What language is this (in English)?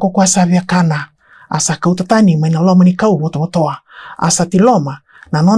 Fijian